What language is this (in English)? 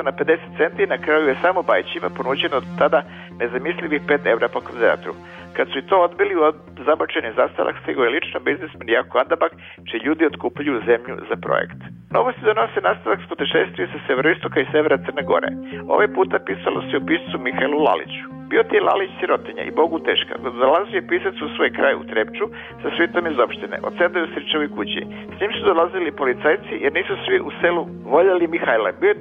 Serbian